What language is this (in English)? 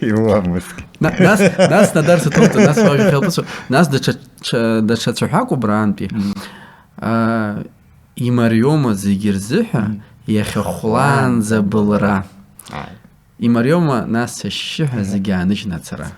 Abkhazian